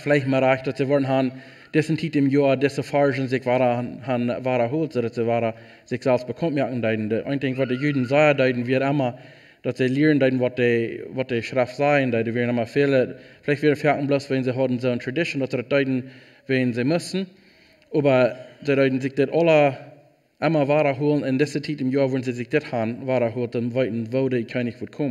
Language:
Plautdietsch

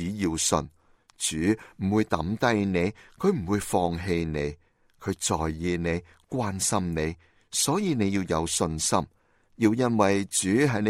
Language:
Cantonese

